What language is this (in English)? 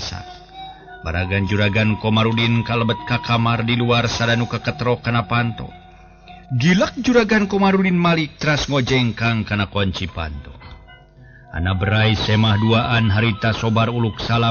Sundanese